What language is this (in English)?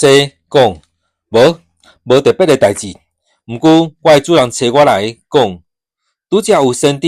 Min Nan Chinese